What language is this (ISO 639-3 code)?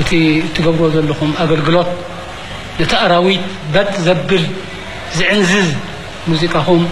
tir